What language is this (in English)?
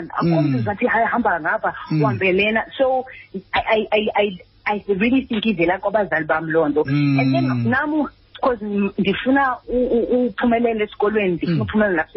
Xhosa